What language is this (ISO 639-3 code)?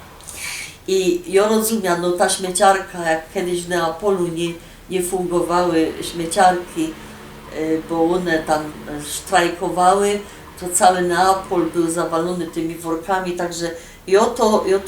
szl